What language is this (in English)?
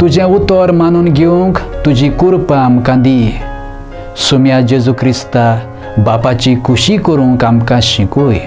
Konkani